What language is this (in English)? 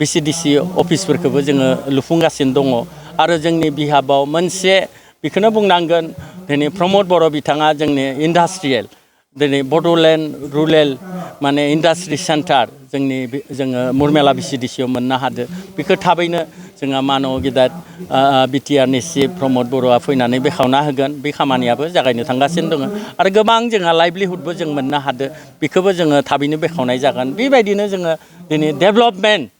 Bodo